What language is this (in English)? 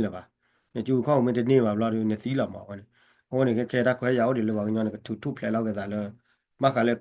S'gaw Karen